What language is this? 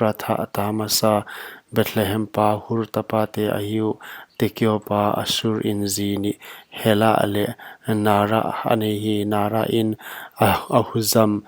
Paite Chin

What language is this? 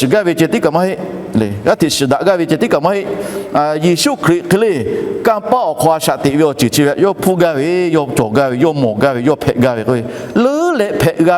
Lahu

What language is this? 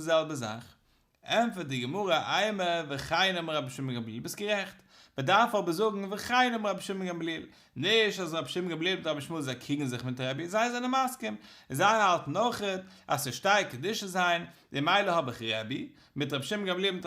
Yiddish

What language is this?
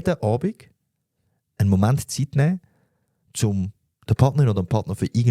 Swiss German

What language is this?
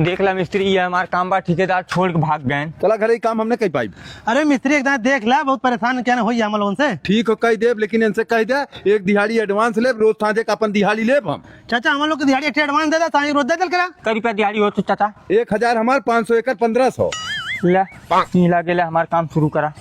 Awadhi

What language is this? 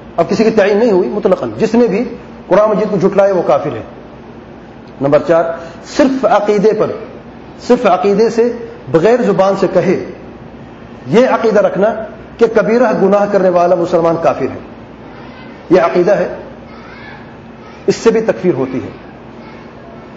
Urdu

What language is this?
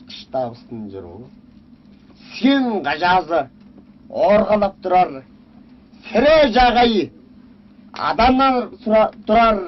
Tuvinian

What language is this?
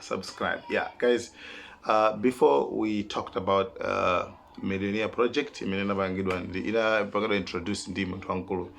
Nyanja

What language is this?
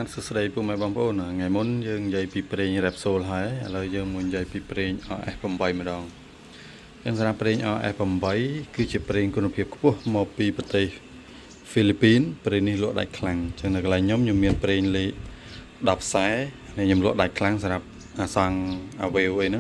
Khmer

